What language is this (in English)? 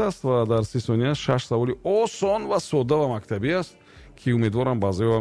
Tajik